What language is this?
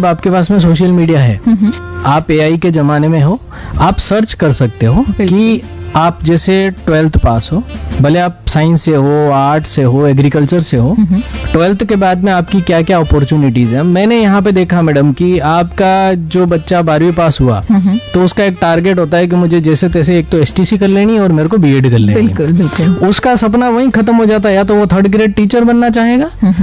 Hindi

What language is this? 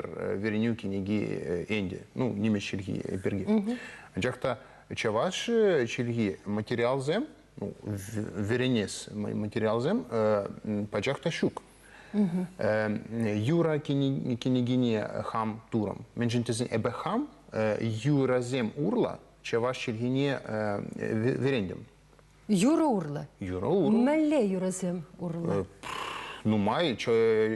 Chuvash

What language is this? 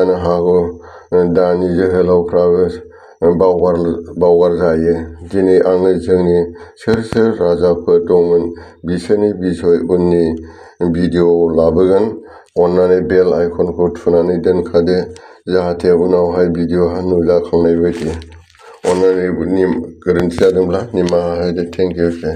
Bodo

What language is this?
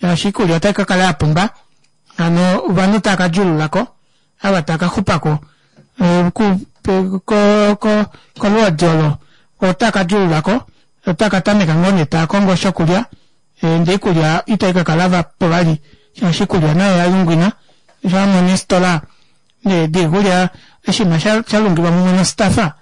Kuanyama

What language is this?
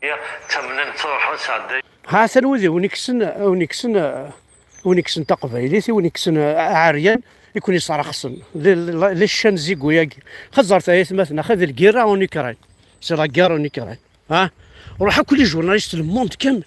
Kabyle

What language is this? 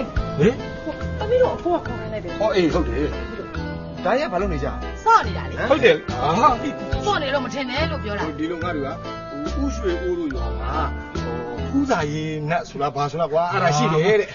Burmese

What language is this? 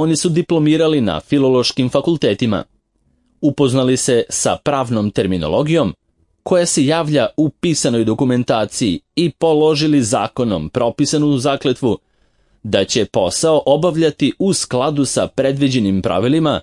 Serbian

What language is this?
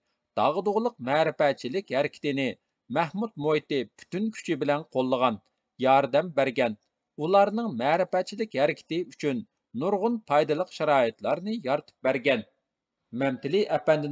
Uyghur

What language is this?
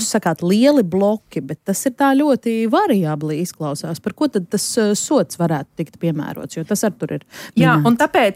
Latvian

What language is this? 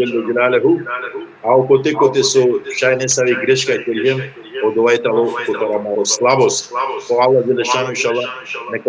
Balkan Romani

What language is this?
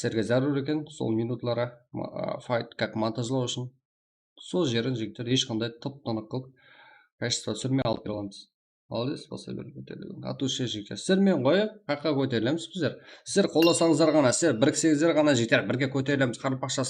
Kara-Kalpak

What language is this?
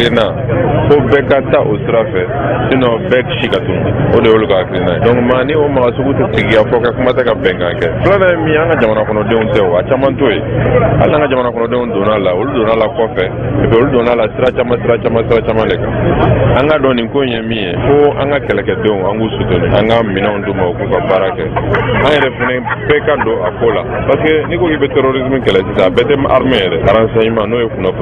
Bambara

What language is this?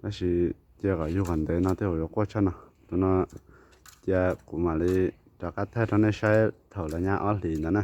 Hmong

